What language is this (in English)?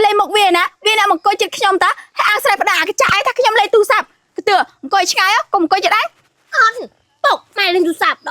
Khmer